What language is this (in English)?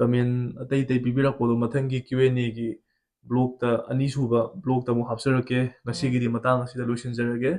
Manipuri